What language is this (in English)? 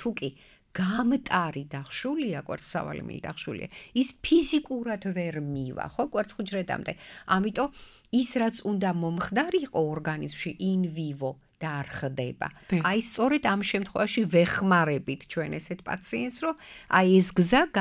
Georgian